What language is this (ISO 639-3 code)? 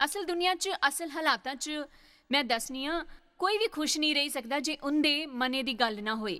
doi